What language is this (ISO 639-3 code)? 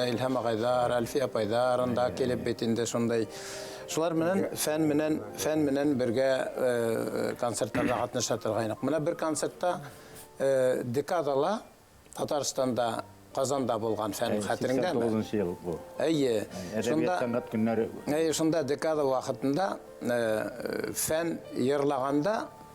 bak